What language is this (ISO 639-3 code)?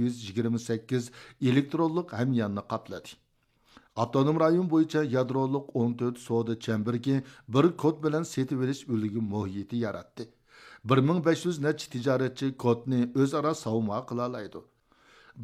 uig